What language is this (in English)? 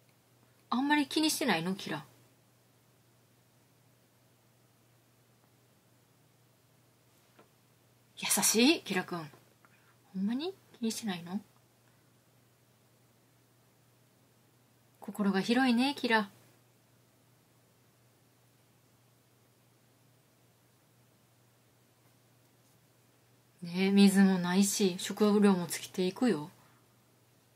Japanese